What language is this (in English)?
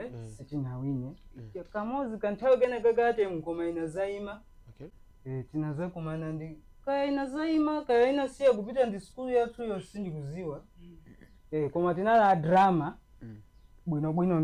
Nyanja